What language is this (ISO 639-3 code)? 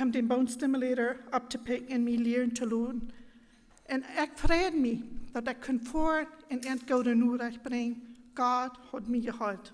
pdt